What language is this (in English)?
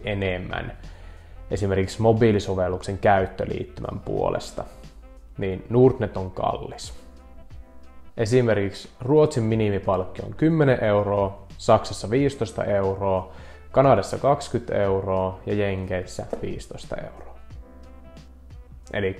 Finnish